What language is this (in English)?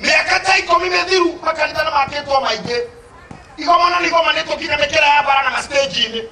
Kikuyu